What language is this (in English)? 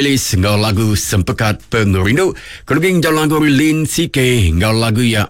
Iban